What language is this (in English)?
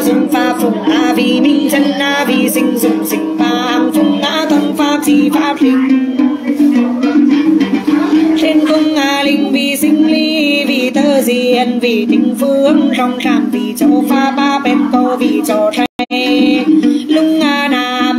Vietnamese